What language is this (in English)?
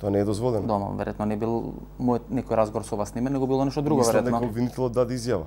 Macedonian